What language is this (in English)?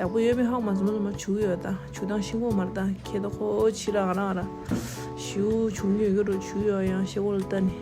Tibetan